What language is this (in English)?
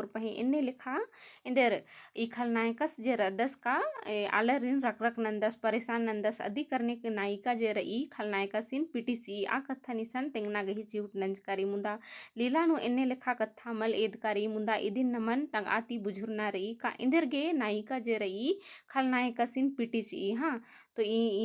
Kurukh